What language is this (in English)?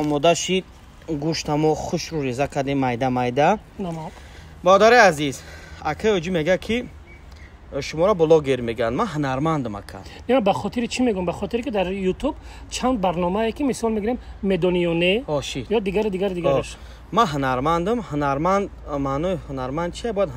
Tajik